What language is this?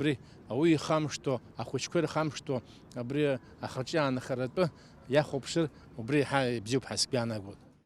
Abkhazian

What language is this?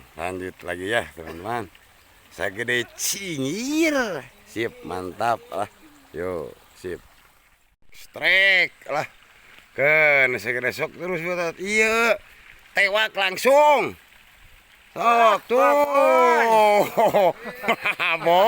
Sundanese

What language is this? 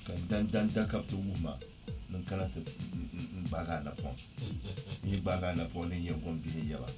Dagbani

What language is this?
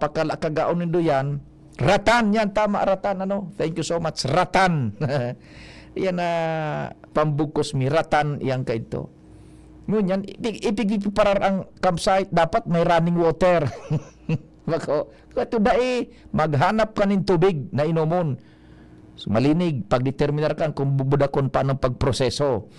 Bikol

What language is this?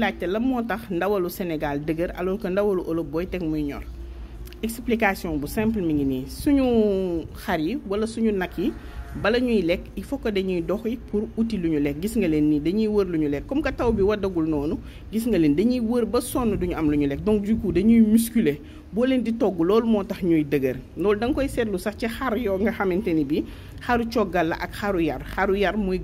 Wolof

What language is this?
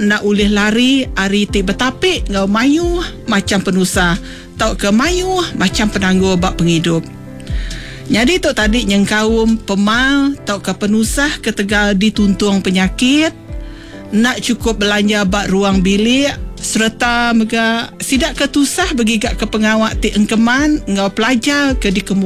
Iban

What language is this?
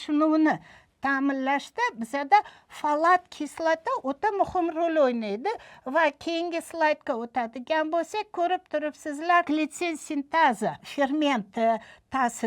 Uzbek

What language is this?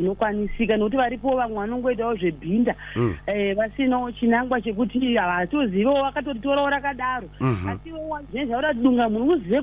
Shona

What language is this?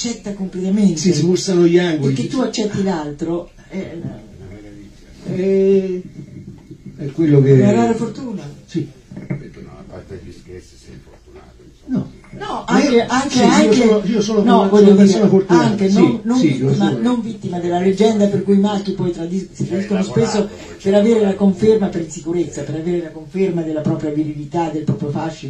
Italian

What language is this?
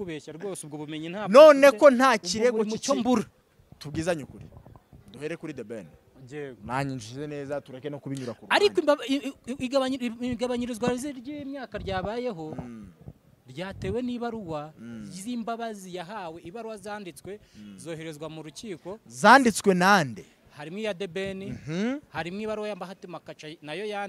Kinyarwanda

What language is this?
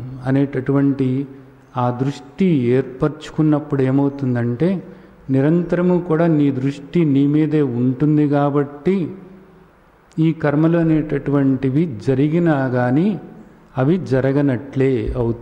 Telugu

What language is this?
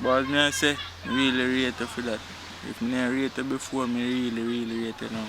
Jamaican Creole English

